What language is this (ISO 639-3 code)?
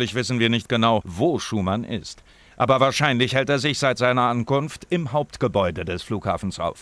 bar